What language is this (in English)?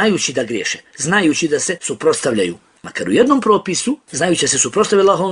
Bosnian